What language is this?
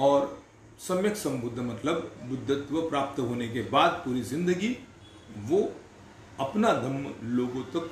Hindi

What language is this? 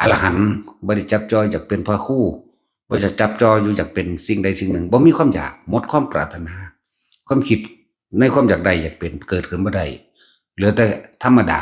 Northeastern Thai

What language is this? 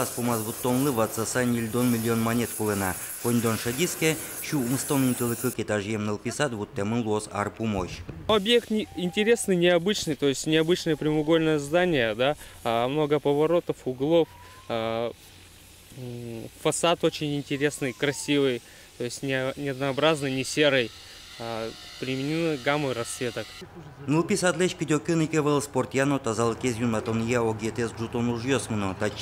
Udmurt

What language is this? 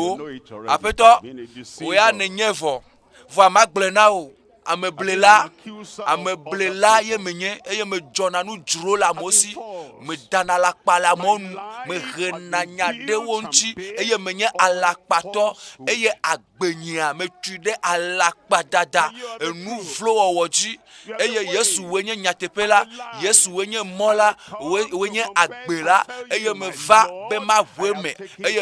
Ewe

